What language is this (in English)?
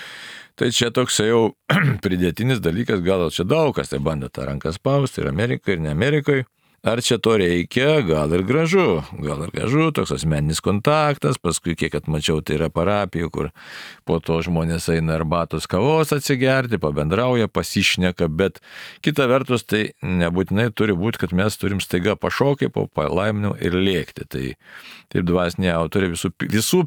Lithuanian